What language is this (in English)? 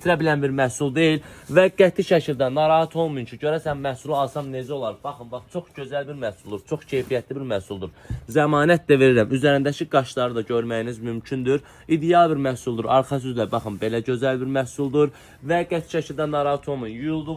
Azerbaijani